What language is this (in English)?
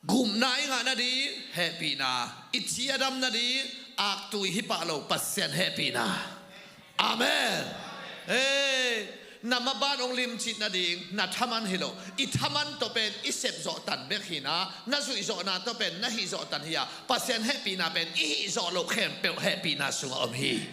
Tedim Chin